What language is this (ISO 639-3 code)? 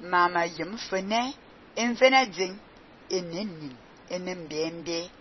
fan